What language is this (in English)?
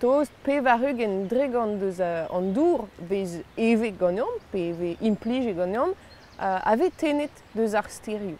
Breton